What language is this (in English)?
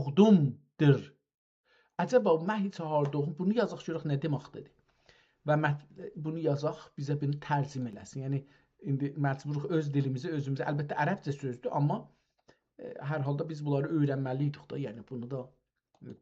South Azerbaijani